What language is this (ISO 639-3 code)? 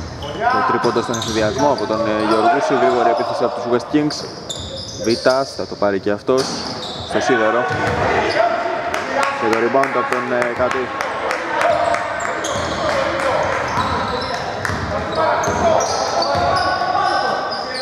ell